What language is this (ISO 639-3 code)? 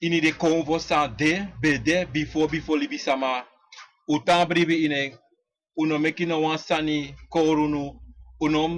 srn